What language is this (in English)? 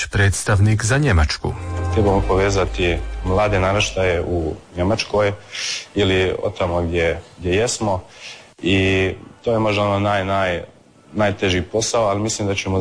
Croatian